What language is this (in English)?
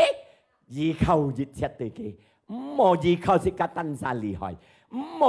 Hakka Chinese